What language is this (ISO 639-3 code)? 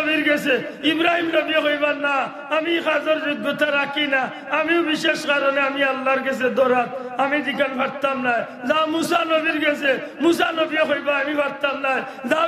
syl